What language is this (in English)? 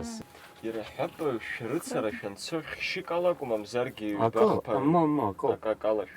Abkhazian